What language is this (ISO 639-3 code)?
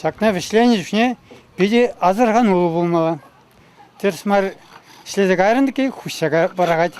chv